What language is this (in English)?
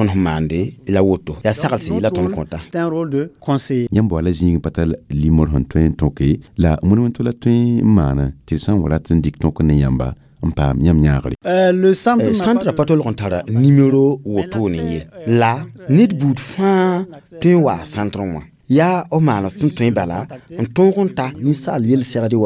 Mossi